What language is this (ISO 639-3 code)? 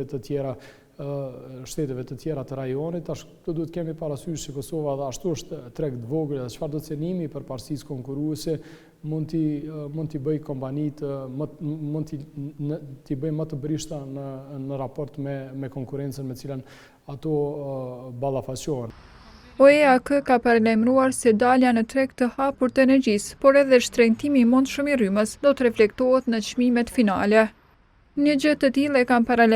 sqi